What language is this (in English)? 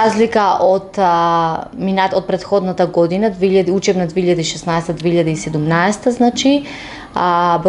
Macedonian